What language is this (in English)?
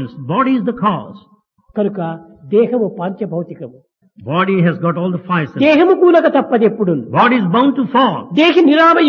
Telugu